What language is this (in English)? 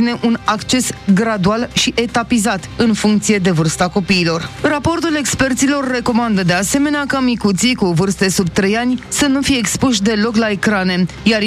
Romanian